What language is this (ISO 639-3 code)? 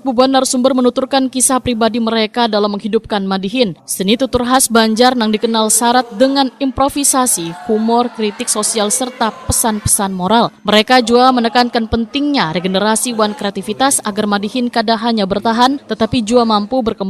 bjn